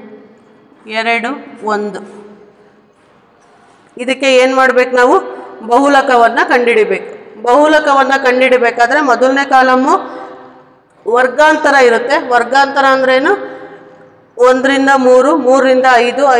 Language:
Kannada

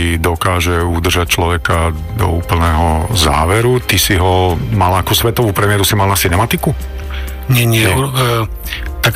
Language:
Slovak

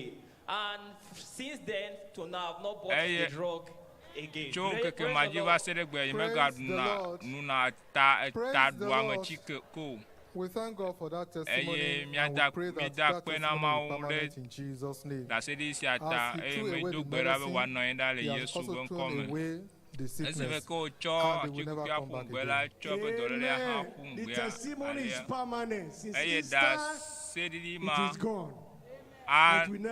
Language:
Ewe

